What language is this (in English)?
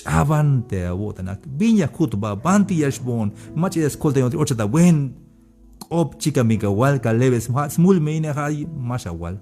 Tzeltal